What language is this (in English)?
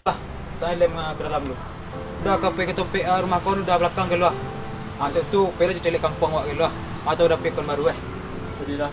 Minangkabau